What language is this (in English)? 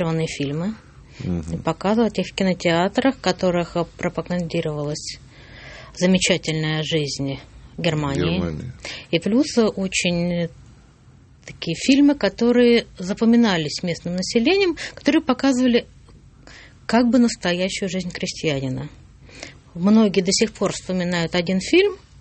Russian